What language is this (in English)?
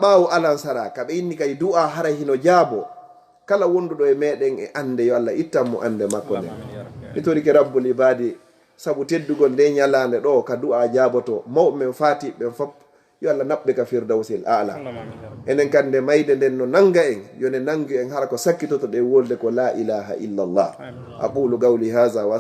Fula